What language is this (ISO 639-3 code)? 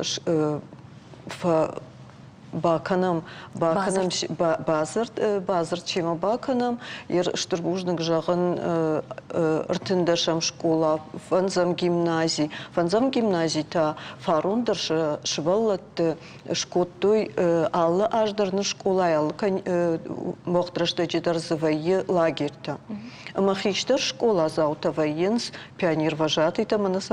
oss